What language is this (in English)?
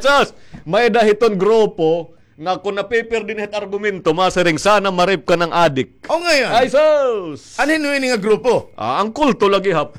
Waray